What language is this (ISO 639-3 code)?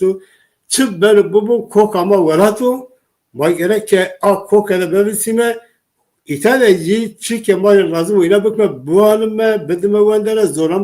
zza